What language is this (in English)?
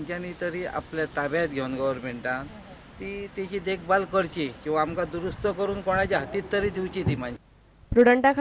Konkani